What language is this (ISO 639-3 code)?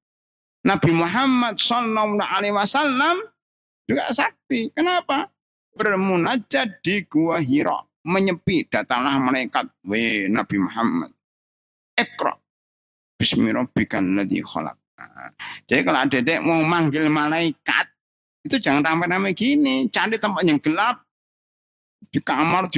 ind